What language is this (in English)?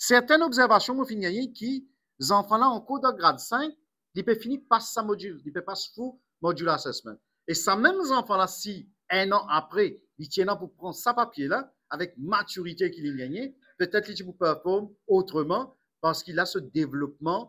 Morisyen